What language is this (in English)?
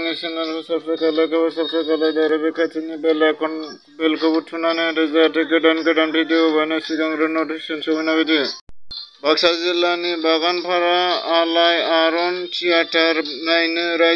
Bodo